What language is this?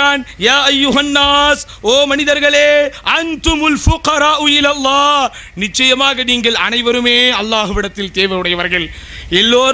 Tamil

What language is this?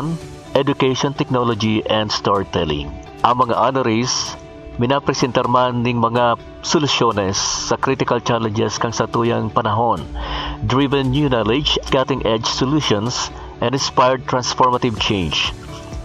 Bikol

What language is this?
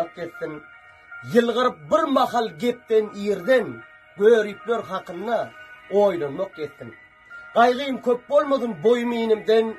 Turkmen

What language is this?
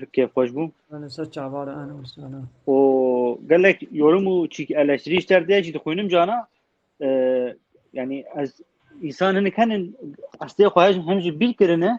Kurdish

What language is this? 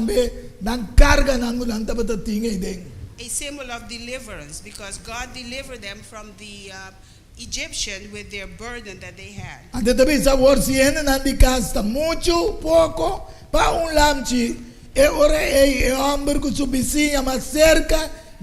Papiamento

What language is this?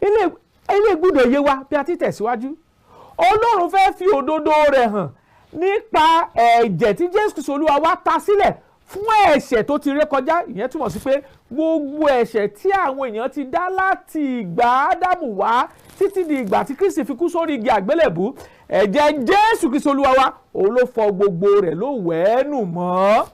Yoruba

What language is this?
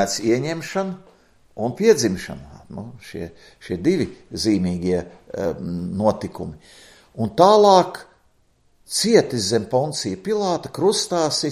Latvian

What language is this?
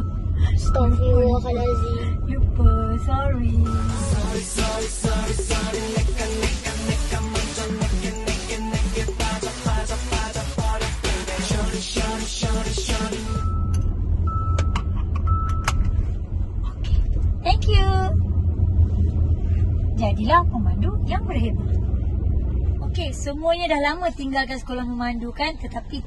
Malay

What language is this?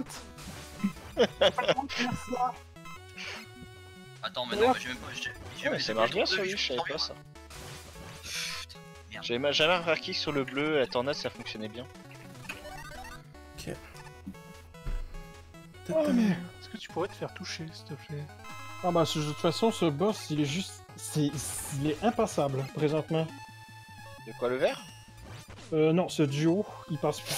French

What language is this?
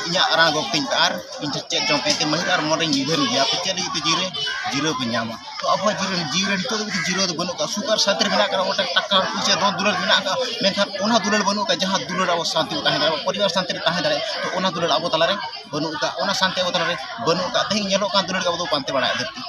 Santali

